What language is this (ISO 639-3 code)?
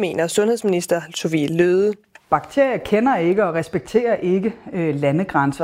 dan